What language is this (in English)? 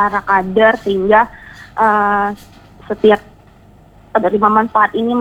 Indonesian